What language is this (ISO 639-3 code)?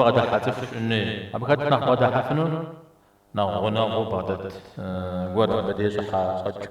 kbd